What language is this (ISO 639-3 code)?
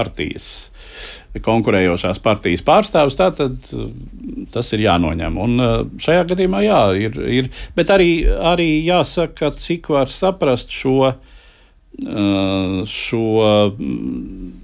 lav